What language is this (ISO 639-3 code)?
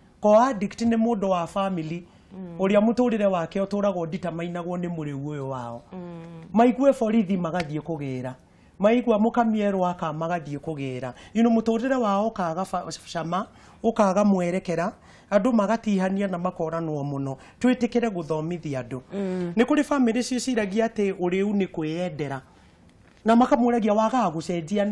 kik